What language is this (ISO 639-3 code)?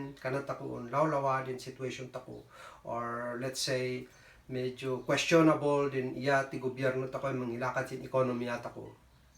kne